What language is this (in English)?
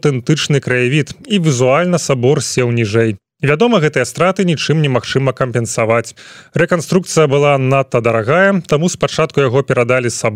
Belarusian